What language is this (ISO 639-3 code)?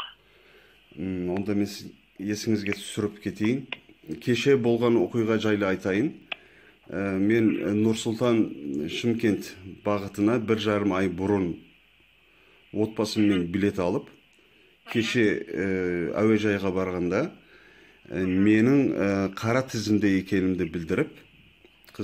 kaz